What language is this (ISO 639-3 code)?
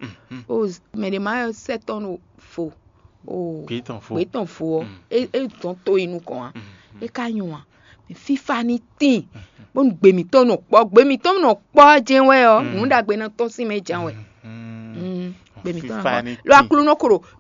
fon